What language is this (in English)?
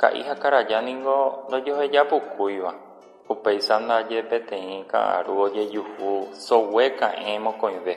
Guarani